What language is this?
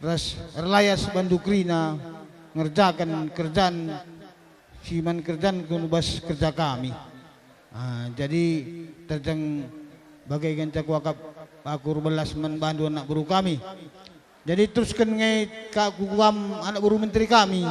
Batak Karo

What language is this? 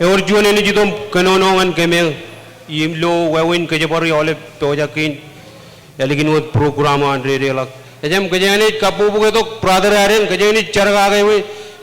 Marshallese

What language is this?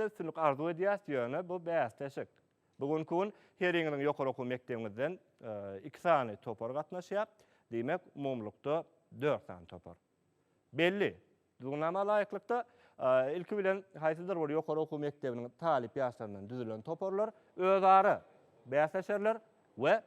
Turkmen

